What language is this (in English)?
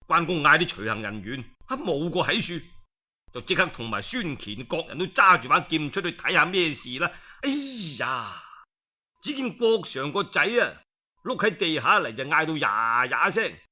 Cantonese